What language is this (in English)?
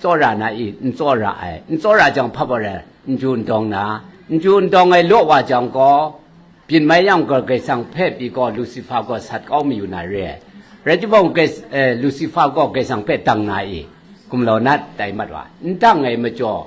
Kachin